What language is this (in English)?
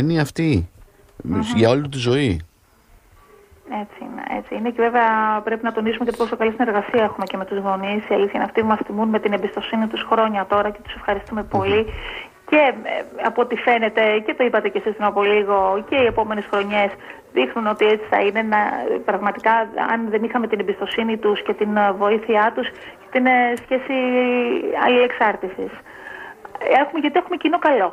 Greek